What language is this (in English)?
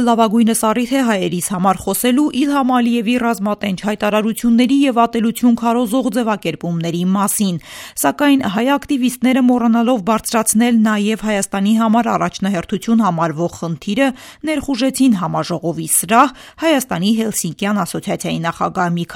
Armenian